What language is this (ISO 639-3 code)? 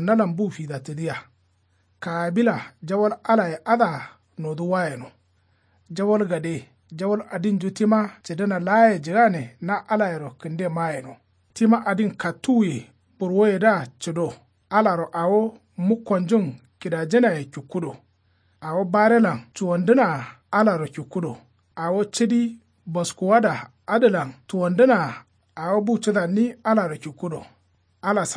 kau